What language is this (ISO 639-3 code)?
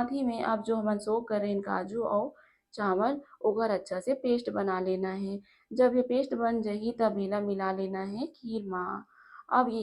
hne